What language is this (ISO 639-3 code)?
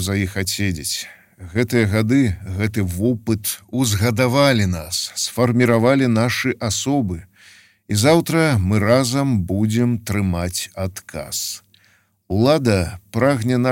bel